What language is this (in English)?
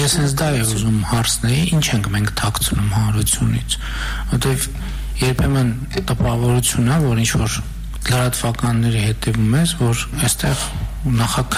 Armenian